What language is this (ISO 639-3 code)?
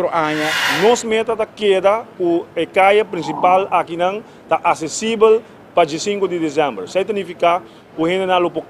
pap